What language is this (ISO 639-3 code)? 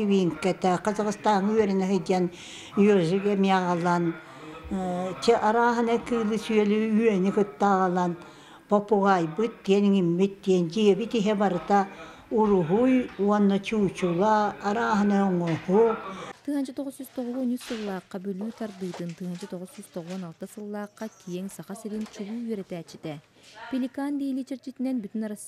sah